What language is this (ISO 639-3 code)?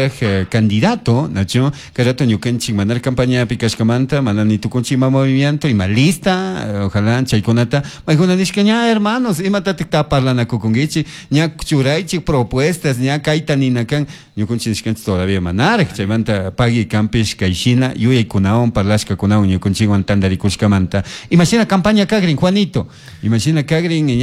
qug